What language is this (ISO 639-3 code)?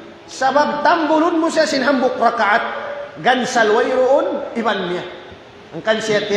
tsg